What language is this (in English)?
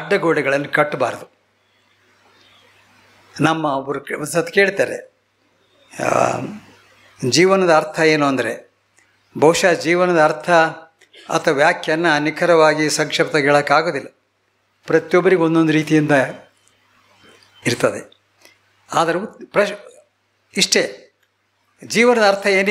Kannada